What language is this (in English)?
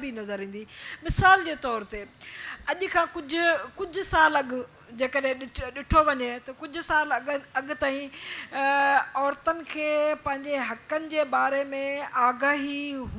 Sindhi